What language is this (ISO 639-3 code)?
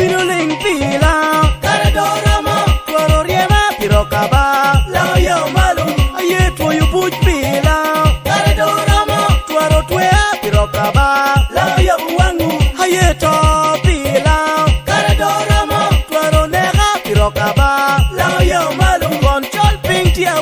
laj